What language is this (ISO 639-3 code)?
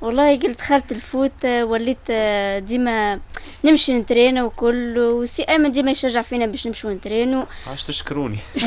aeb